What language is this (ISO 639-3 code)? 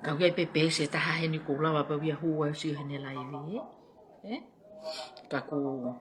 ton